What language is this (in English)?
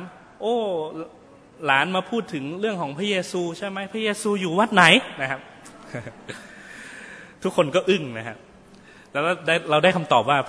Thai